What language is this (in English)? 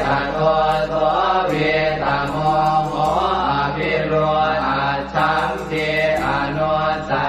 Pali